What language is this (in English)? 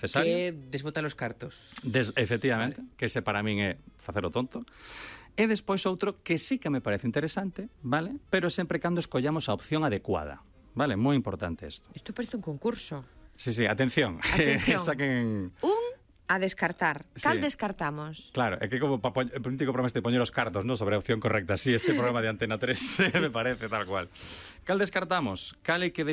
Galician